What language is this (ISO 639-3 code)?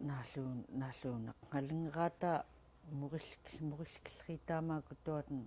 esu